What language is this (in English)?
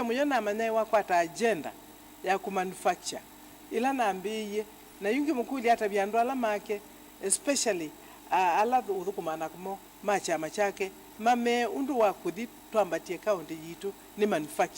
Kamba